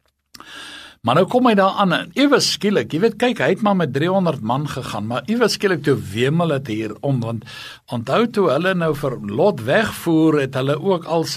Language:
Afrikaans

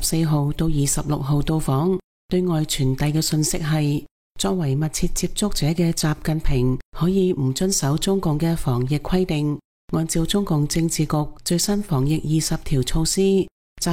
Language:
Cantonese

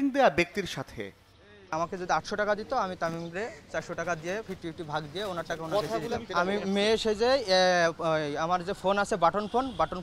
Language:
Bangla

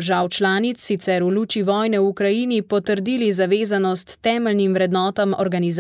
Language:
Slovenian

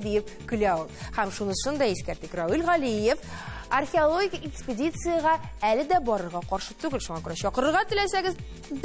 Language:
Tatar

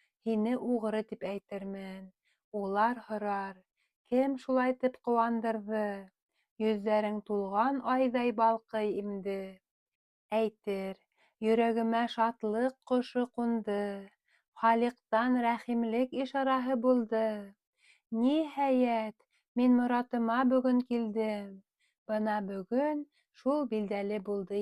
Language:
Bashkir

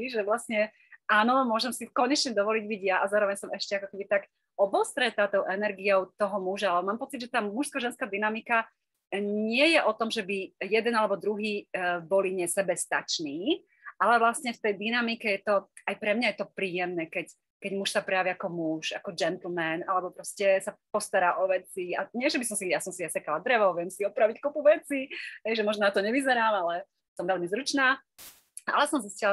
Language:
Slovak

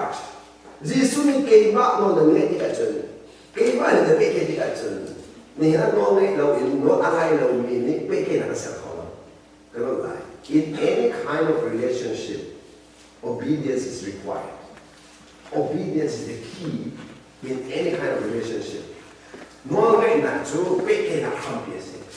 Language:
Hakha Chin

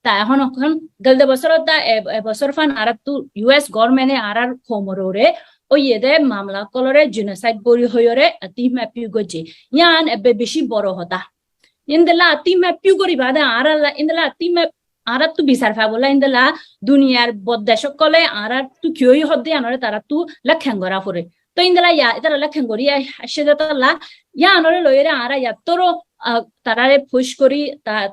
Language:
Rohingya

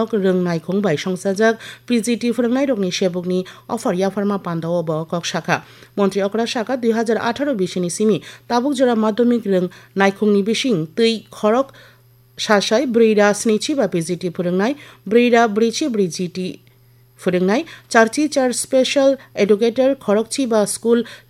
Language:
Kok Borok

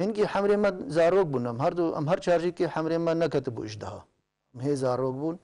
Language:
Kurdish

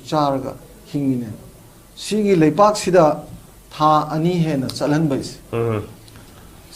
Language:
Manipuri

